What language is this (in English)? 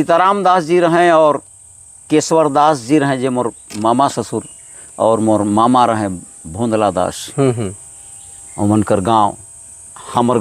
Sadri